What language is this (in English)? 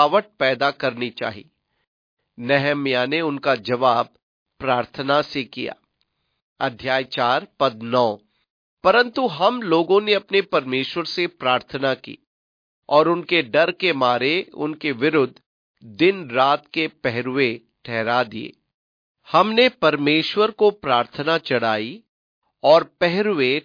Hindi